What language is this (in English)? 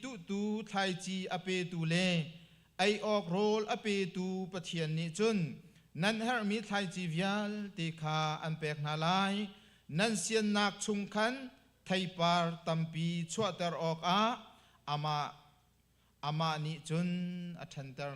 Hakha Chin